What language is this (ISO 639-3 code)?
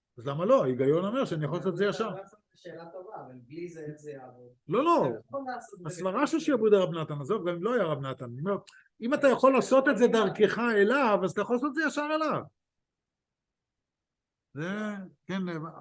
heb